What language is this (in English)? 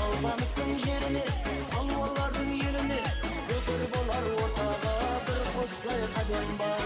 Kara-Kalpak